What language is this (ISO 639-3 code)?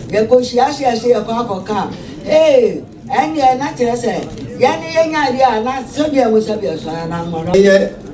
aka